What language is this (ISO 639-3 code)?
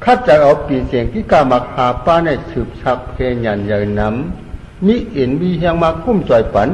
shn